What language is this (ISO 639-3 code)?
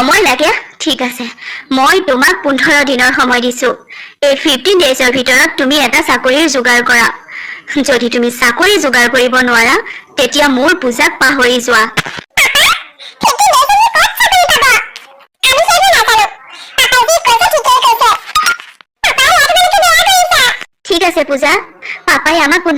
asm